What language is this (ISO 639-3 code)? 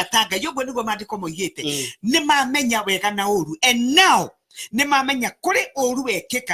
kik